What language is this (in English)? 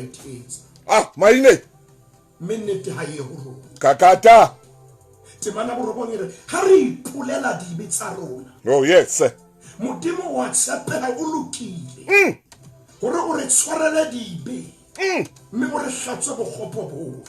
Southern Sotho